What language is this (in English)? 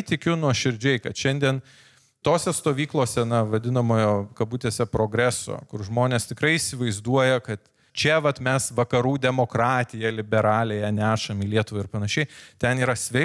Lithuanian